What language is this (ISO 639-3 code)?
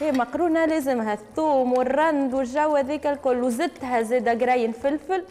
aeb